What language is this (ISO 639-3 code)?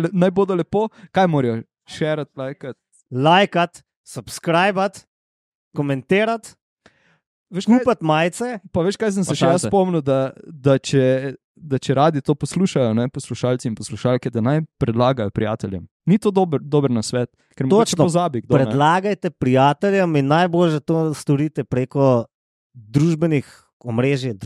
slv